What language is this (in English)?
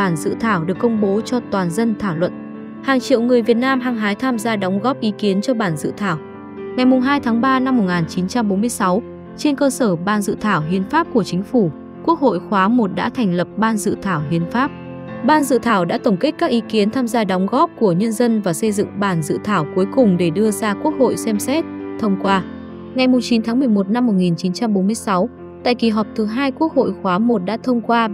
Vietnamese